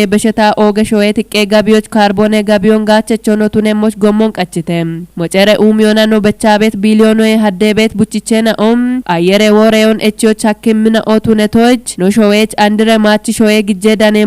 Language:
Kafa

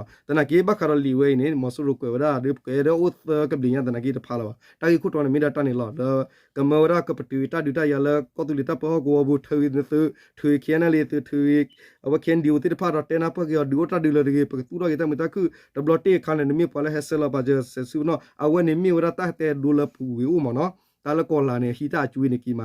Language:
S'gaw Karen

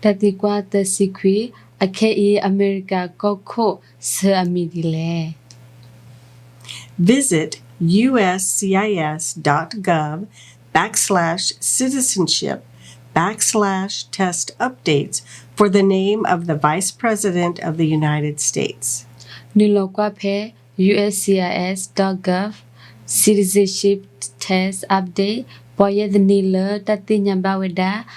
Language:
S'gaw Karen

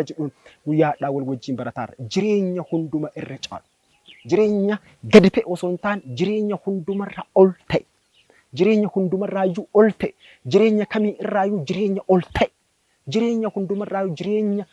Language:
Oromo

